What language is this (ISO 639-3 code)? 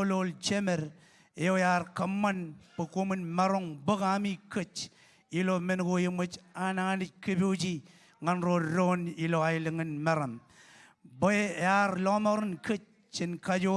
mah